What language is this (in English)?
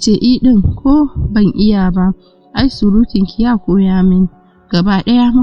Hausa